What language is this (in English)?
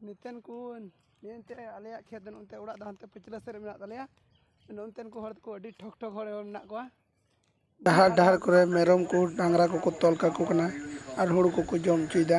Santali